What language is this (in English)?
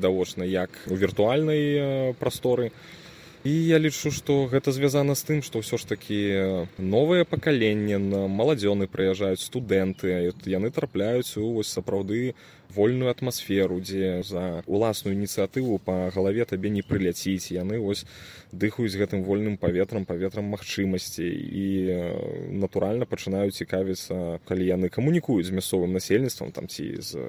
Belarusian